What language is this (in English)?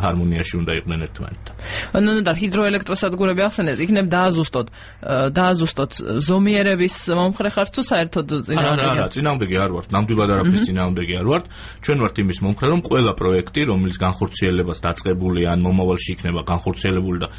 Georgian